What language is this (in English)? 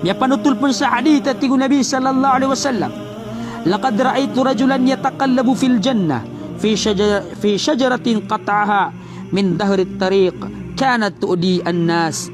Maranao